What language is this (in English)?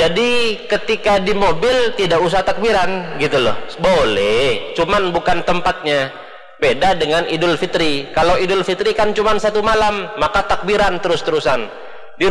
Indonesian